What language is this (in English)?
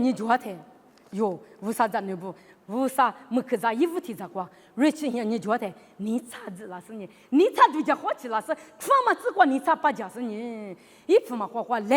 Lisu